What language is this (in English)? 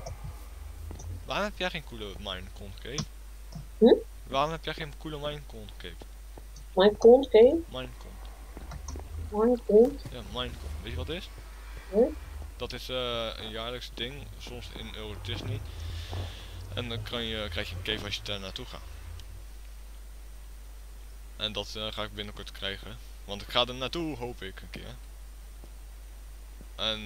Dutch